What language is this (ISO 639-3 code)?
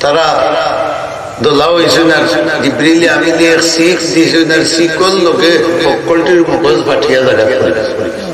syl